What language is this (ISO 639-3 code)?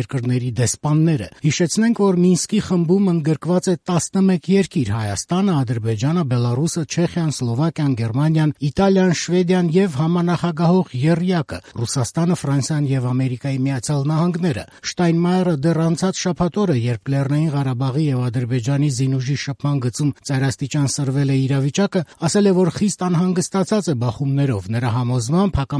hye